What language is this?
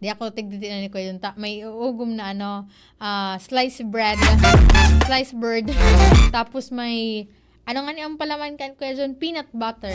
Bikol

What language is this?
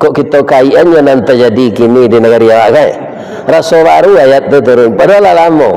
Minangkabau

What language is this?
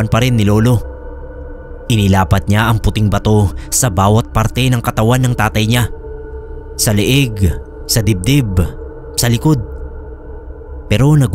Filipino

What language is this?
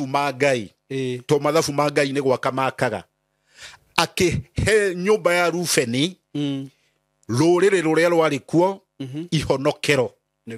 Kikuyu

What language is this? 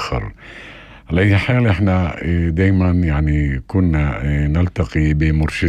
North Levantine Arabic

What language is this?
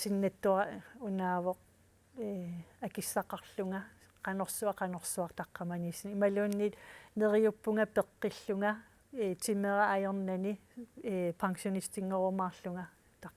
Kalaallisut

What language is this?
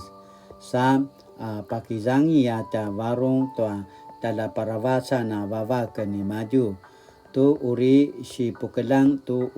Paiwan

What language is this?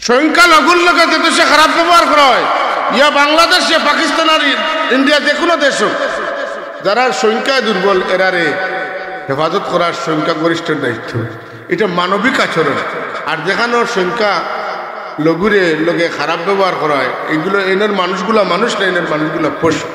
Sylheti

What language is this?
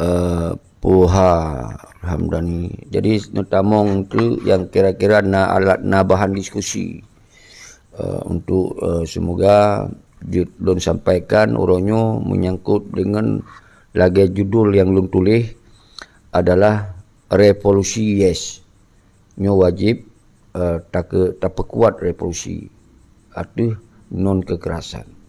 Achinese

